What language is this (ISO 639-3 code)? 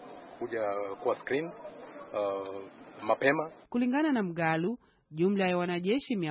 swa